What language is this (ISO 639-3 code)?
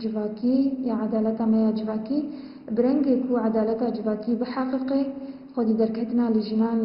kur